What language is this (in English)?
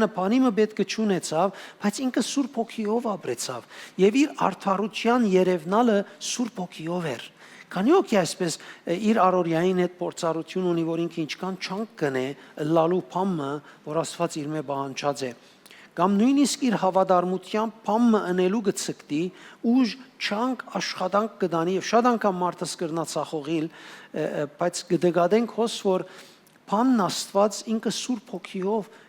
Western Armenian